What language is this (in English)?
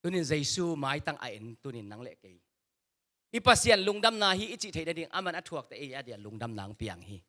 Tedim Chin